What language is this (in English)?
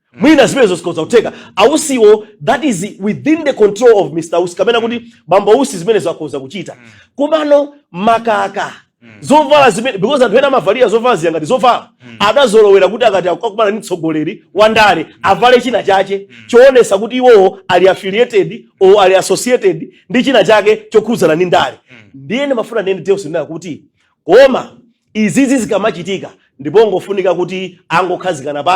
Nyanja